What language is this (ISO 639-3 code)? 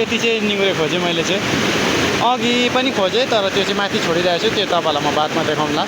nep